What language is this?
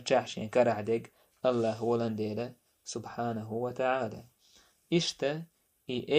Chechen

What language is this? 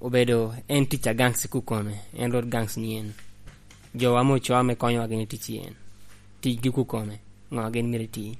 Lango (Uganda)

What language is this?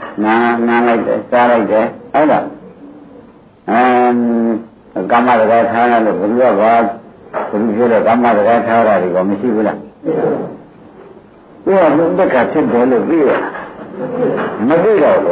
Burmese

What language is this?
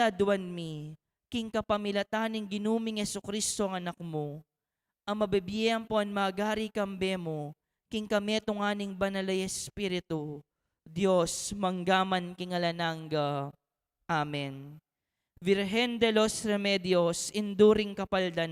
Pampanga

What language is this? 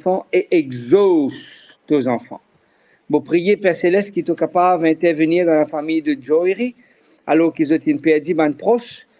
Morisyen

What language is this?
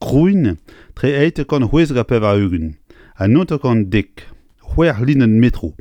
Breton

